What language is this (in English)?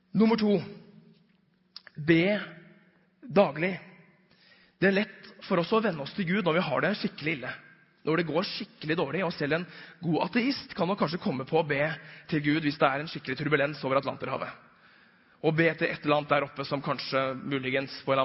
Norwegian